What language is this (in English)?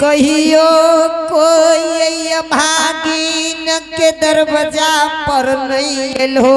Angika